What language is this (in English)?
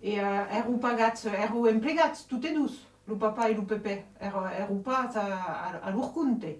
Occitan